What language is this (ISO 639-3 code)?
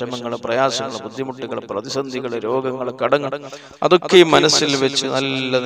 mal